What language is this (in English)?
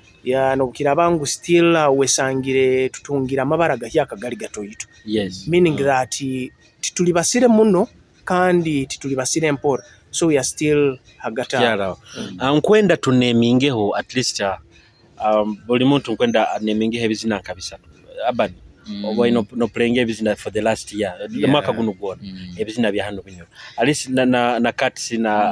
Nyoro